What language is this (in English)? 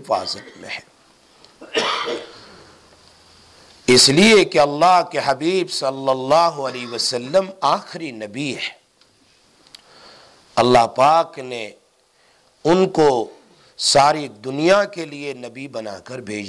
Urdu